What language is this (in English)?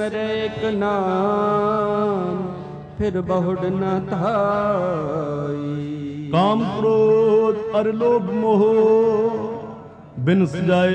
Punjabi